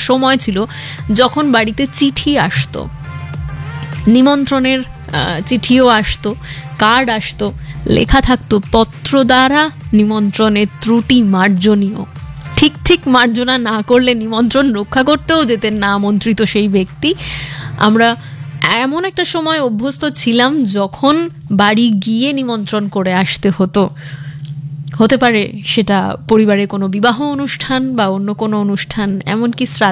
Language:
Bangla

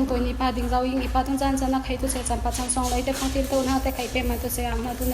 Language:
Falam Chin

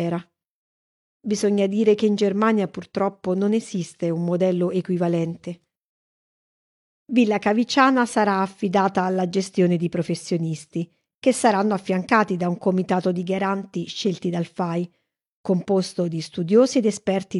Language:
Italian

